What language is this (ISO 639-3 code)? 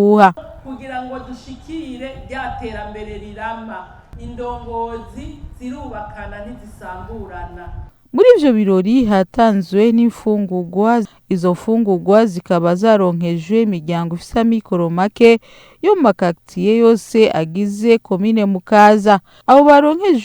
run